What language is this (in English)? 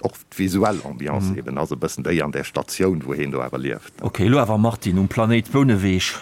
Luxembourgish